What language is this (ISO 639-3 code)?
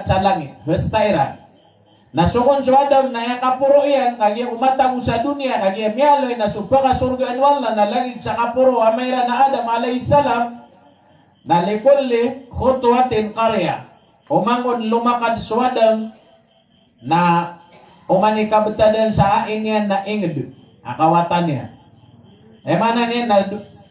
mrw